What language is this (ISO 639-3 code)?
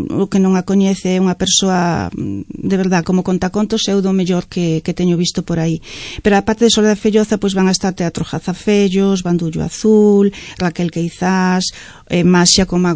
glg